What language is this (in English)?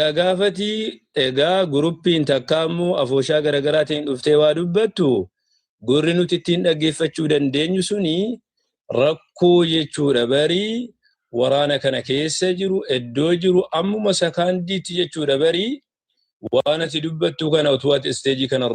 Oromo